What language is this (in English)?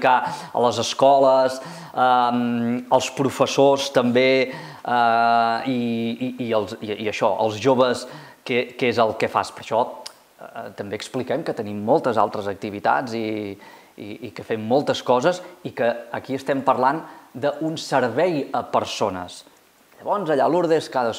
Catalan